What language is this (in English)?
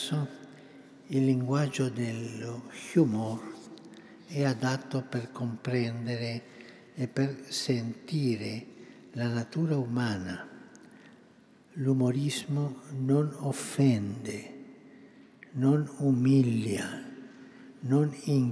Italian